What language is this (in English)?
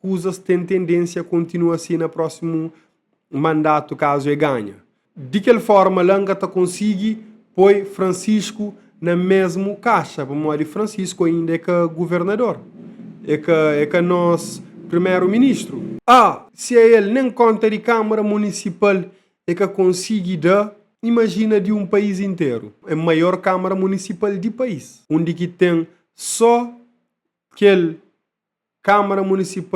Kabuverdianu